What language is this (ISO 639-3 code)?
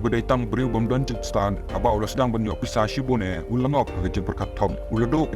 kha